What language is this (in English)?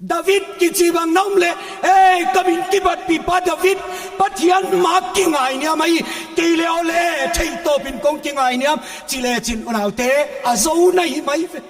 Paite Chin